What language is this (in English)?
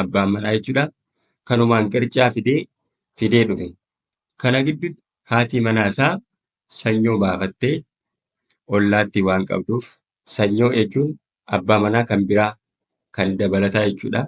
Oromo